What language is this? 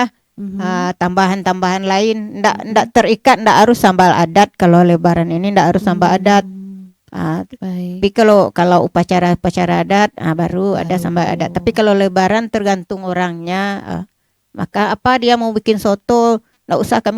Minangkabau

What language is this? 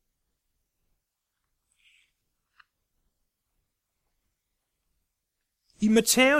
Danish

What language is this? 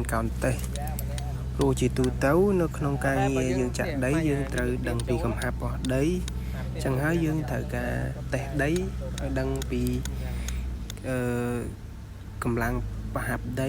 Khmer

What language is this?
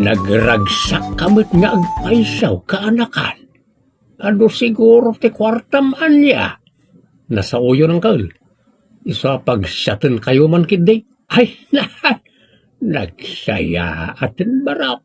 Iloko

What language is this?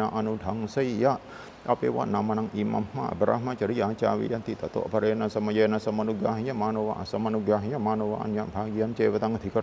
Pali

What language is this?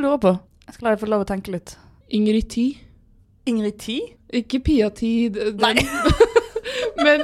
Norwegian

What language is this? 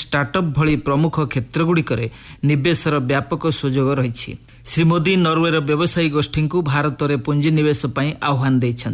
Odia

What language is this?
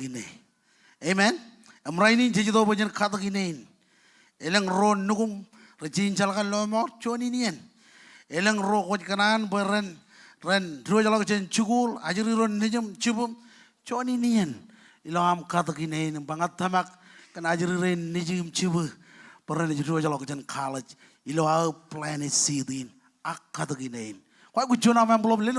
Marshallese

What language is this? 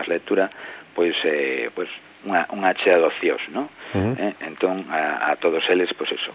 Galician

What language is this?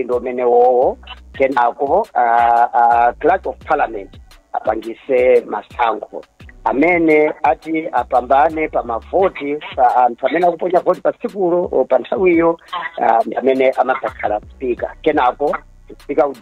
Nyanja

